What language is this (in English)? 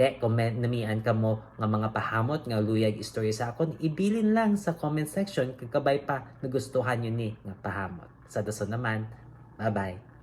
Hiligaynon